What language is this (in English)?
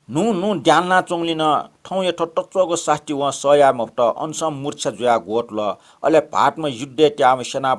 Newari